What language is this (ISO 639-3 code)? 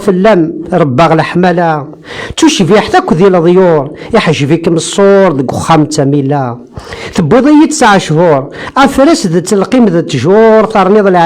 kab